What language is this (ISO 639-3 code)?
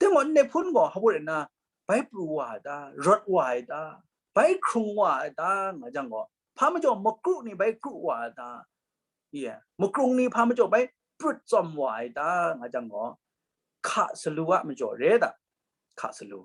kac